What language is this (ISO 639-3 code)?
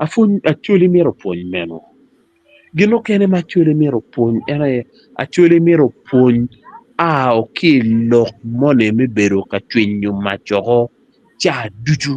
ach